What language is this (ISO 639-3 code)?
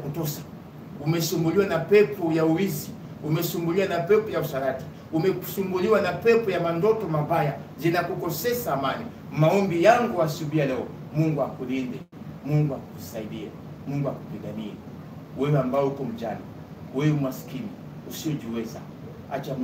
swa